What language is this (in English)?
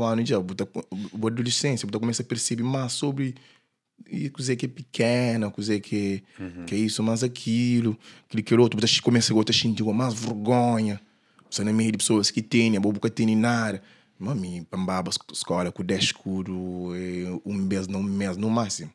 Kabuverdianu